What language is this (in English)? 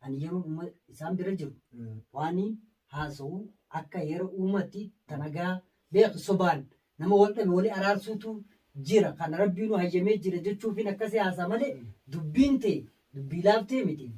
Oromo